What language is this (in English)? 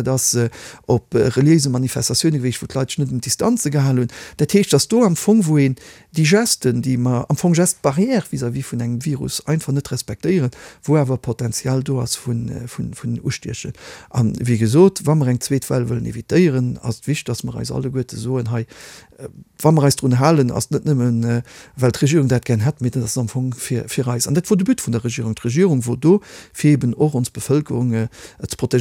Luxembourgish